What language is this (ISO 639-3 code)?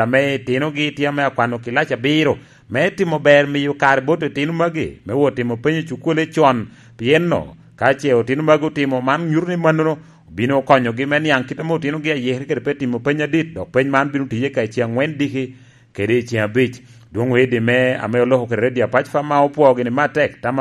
laj